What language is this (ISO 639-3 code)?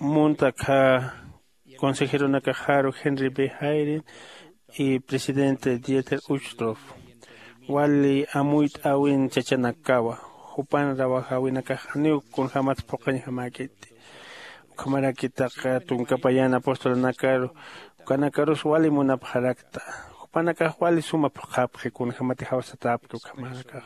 aym